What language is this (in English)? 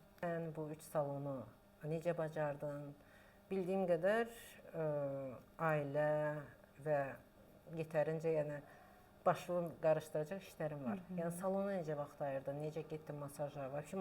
Azerbaijani